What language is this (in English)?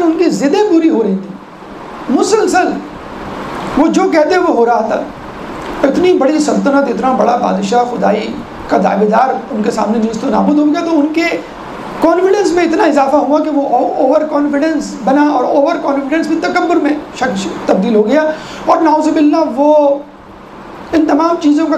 Urdu